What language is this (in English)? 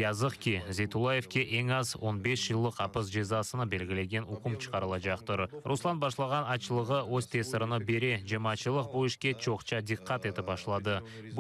Crimean Tatar